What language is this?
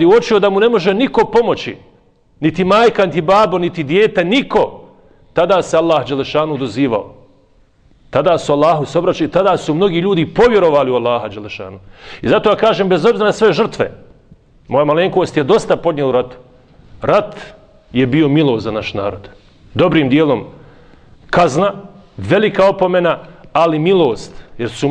Bosnian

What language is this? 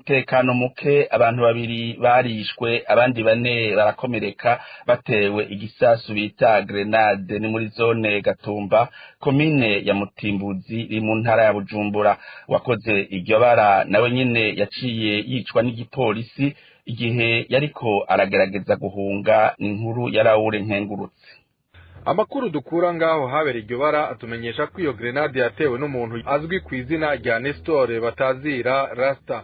Rundi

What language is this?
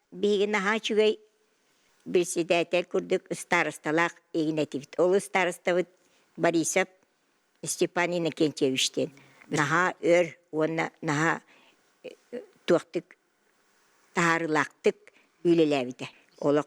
Yakut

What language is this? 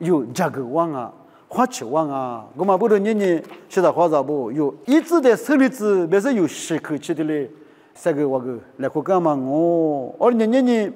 Lisu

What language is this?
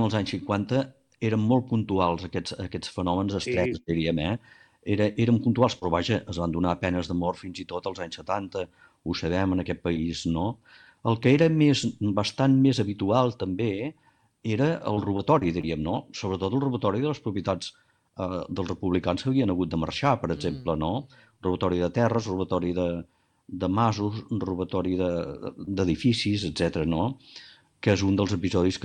Catalan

